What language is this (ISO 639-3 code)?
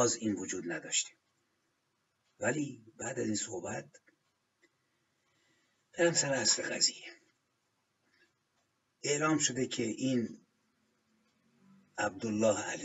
fas